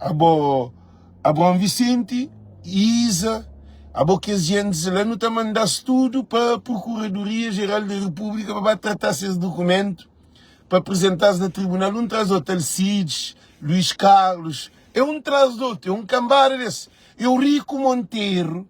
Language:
Kabuverdianu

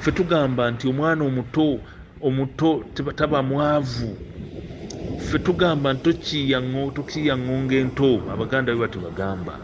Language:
Ganda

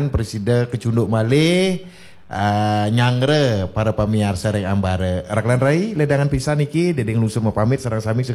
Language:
Balinese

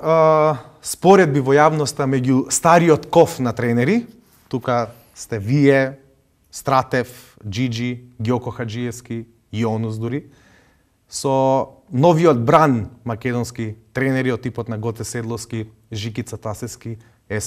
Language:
Macedonian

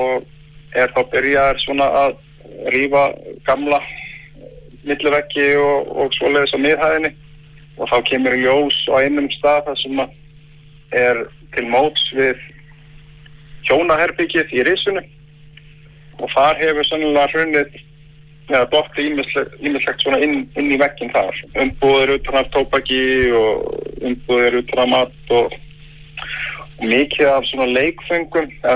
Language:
Icelandic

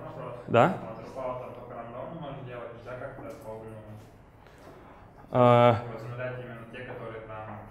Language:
Russian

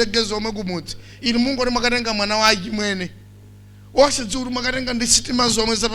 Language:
Nyanja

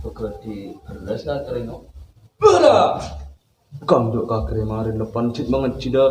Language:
Madurese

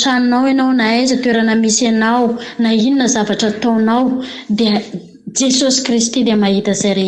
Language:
Malagasy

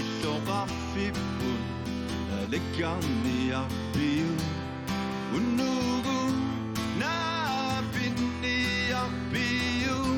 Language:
Kalaallisut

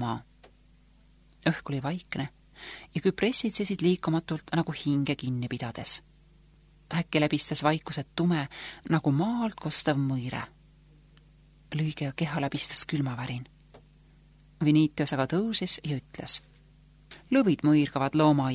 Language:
Estonian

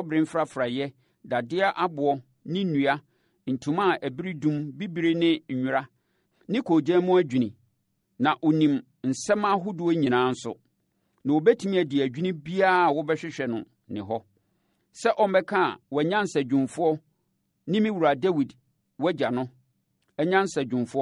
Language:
Akan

